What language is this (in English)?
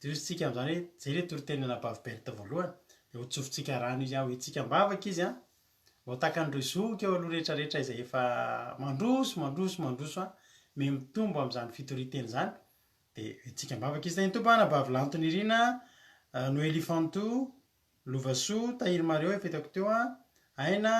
Malagasy